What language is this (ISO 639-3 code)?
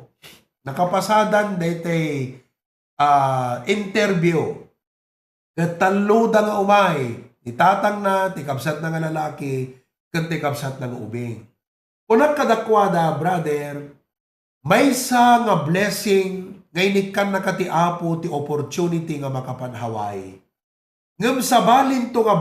ilo